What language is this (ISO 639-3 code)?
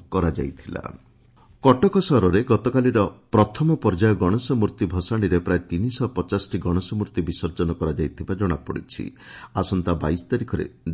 ori